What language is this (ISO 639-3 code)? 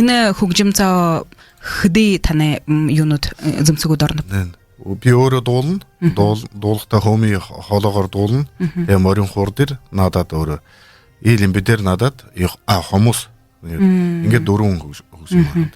bua